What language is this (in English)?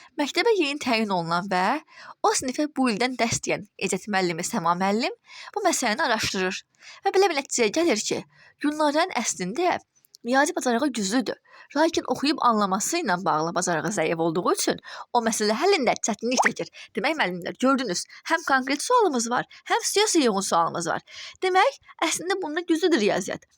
Azerbaijani